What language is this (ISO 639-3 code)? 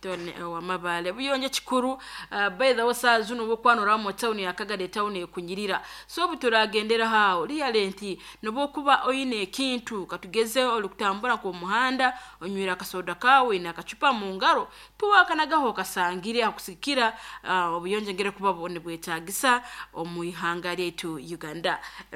nyo